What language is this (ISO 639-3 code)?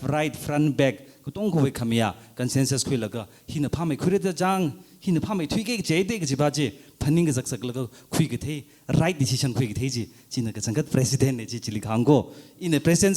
nmf